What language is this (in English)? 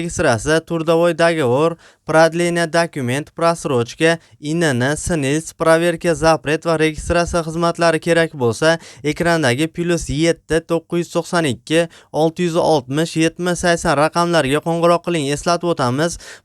Uzbek